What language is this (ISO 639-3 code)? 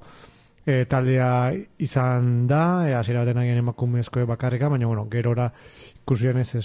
eus